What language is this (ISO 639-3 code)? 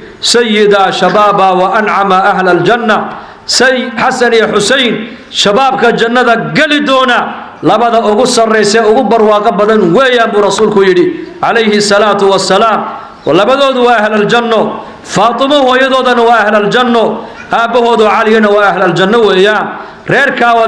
som